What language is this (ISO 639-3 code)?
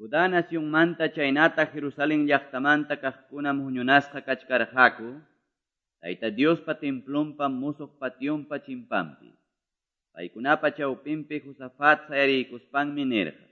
que